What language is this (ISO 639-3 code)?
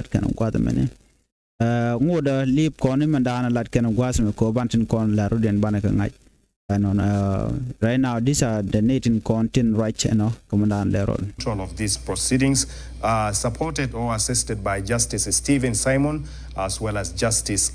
nus